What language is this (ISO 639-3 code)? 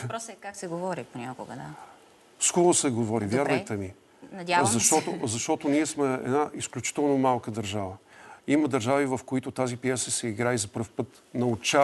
bul